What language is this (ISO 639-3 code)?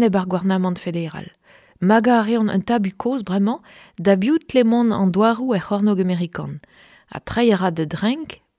bre